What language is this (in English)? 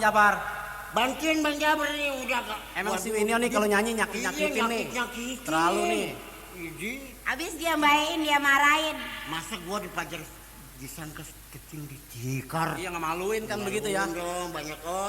Betawi